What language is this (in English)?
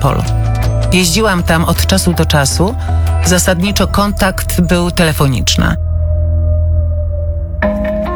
Polish